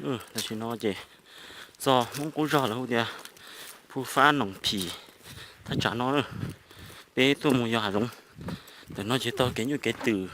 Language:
Hmong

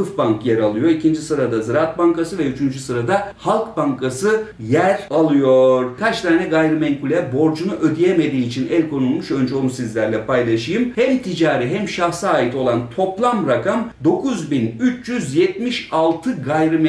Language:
Turkish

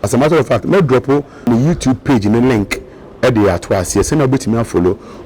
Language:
Akan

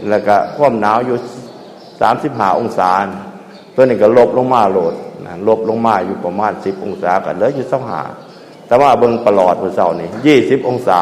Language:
Northeastern Thai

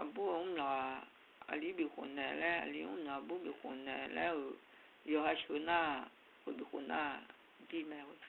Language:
Akha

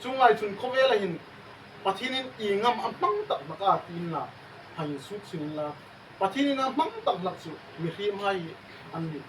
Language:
Hmar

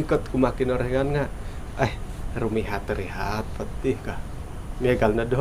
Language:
Central Dusun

